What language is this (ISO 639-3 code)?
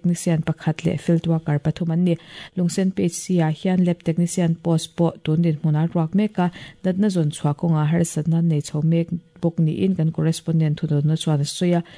lus